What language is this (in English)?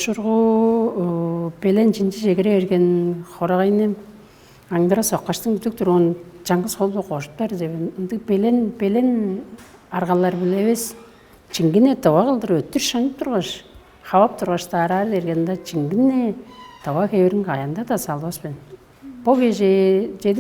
Tuvinian